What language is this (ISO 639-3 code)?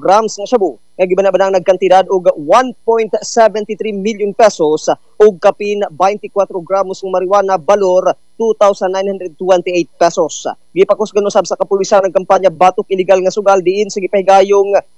ceb